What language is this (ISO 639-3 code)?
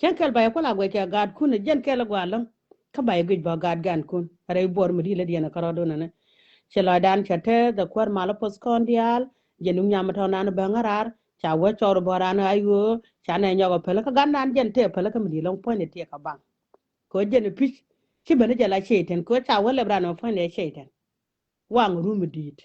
nus